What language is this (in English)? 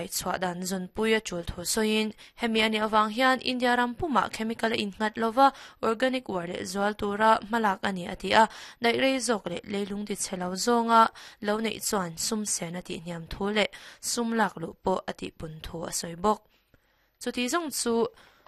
Mizo